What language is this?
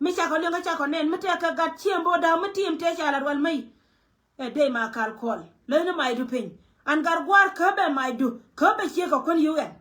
Nuer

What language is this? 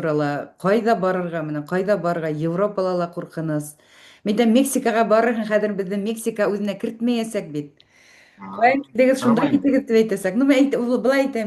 Bashkir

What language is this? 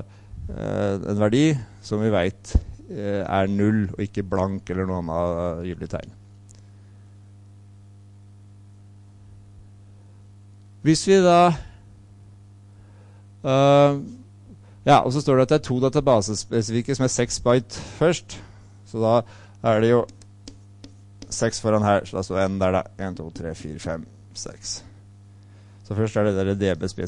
Norwegian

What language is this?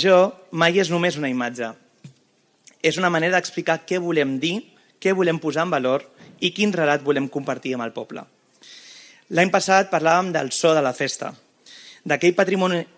Catalan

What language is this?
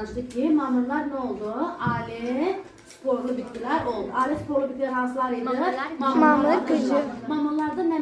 Azerbaijani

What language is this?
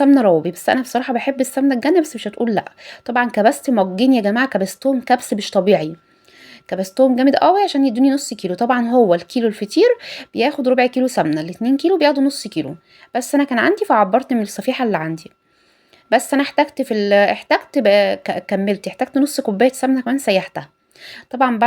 Egyptian Arabic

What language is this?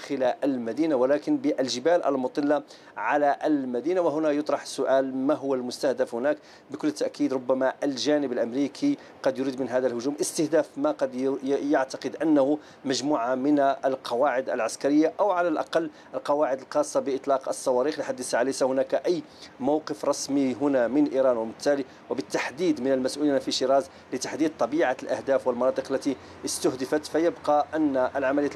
Arabic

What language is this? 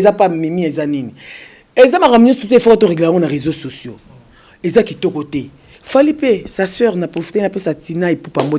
Lingala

